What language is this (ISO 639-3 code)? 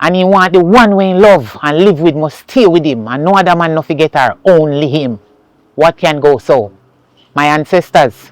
jam